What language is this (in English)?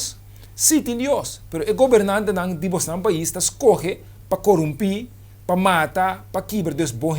Papiamento